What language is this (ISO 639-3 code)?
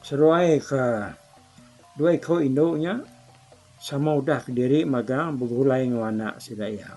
iba